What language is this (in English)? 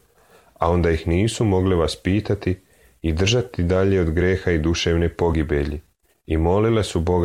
Serbian